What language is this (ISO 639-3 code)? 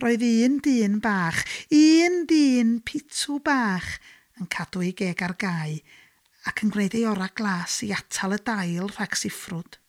cym